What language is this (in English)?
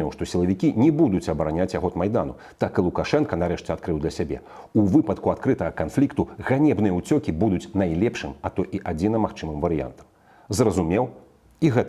Belarusian